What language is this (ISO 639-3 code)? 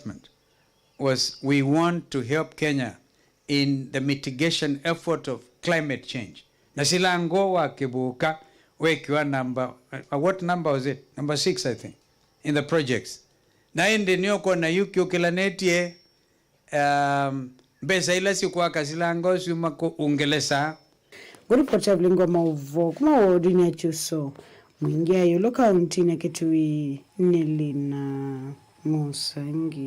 kam